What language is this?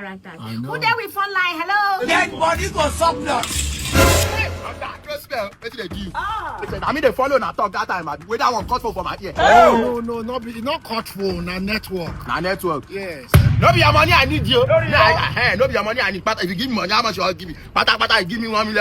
Nigerian Pidgin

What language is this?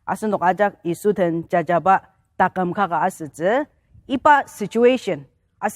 Ao Naga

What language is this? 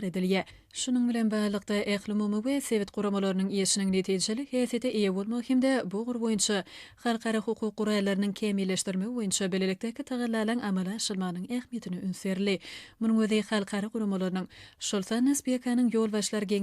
Turkmen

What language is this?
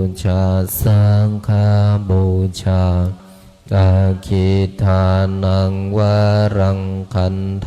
Pali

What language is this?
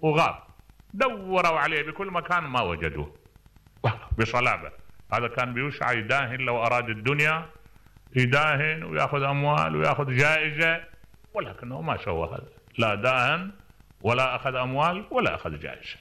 Mesopotamian Arabic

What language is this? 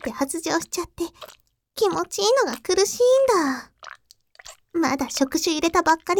Japanese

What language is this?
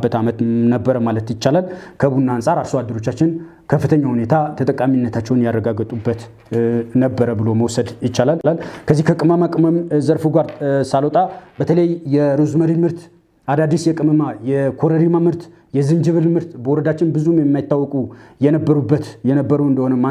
Amharic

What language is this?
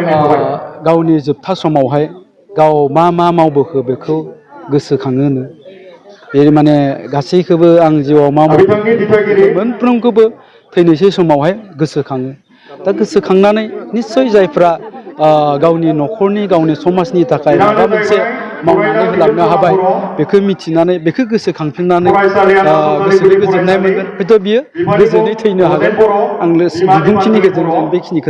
Bodo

